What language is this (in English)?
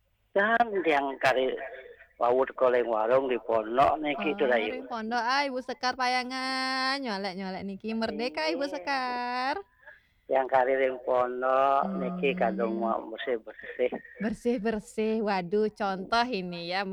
Balinese